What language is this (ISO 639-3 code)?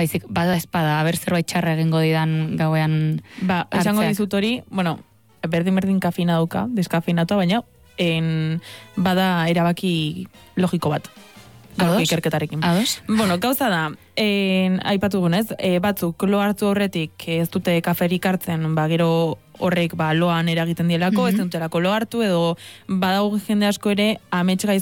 eus